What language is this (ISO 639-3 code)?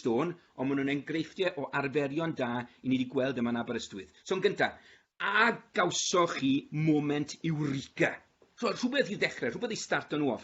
cym